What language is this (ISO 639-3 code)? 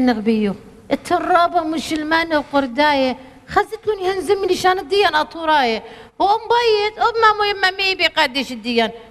aii